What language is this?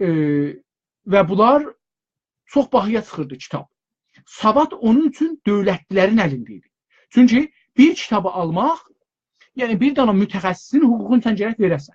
South Azerbaijani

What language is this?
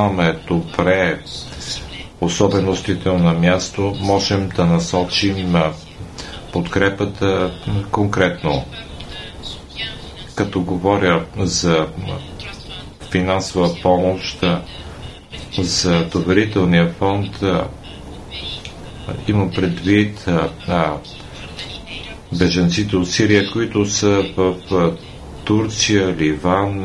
Bulgarian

